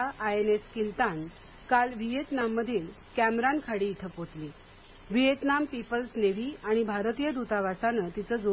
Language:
Marathi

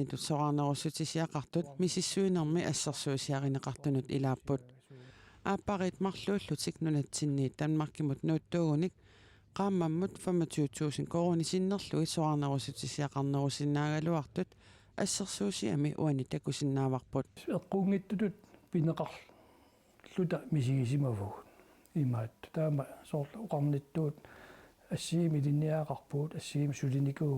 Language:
Kalaallisut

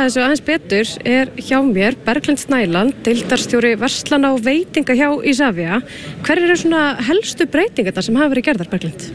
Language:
Icelandic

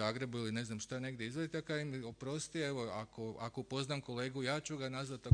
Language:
Croatian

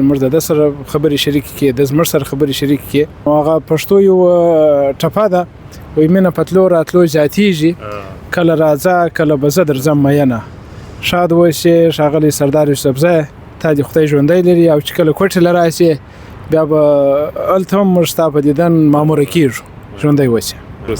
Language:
Pashto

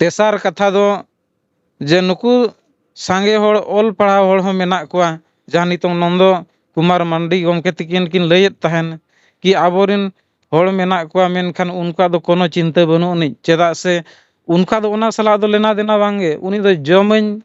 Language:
Santali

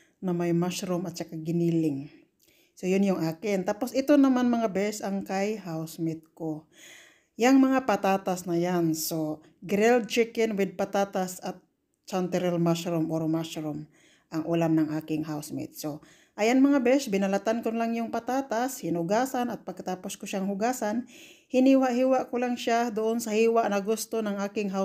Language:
Filipino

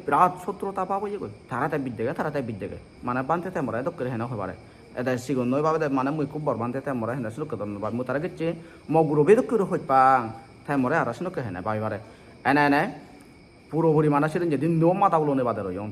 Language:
Chakma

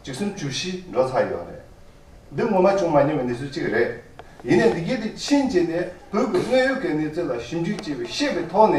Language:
Tibetan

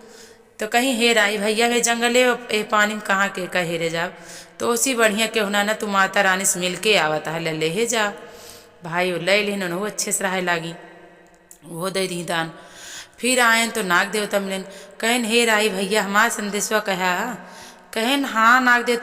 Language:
Awadhi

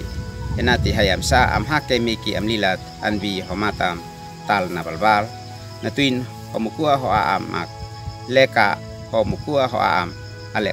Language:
Uab Meto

